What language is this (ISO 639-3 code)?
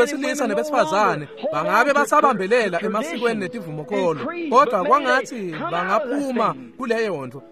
ssw